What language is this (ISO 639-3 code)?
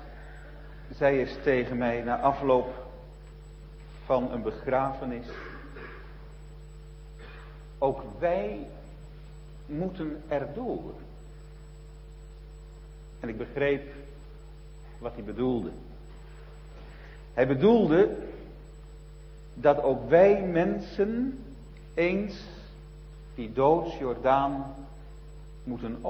nld